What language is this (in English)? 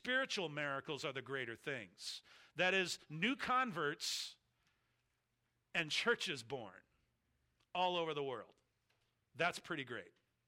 English